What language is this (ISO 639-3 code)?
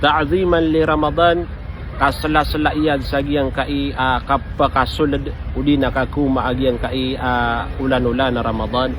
mrw